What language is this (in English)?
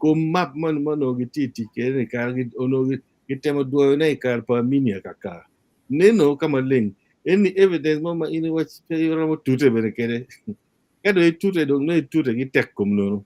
Acoli